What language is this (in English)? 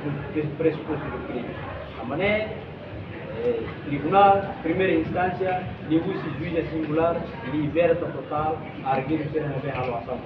Tetum